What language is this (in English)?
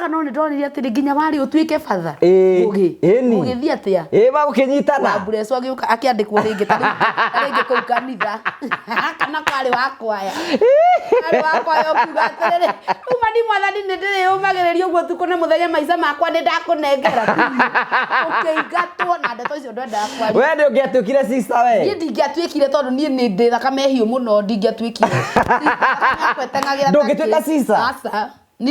Kikuyu